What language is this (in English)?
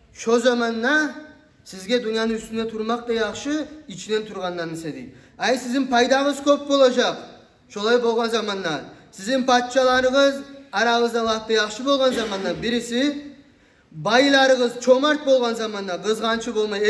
Kumyk